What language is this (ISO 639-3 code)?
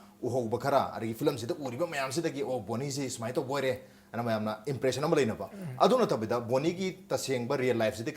mni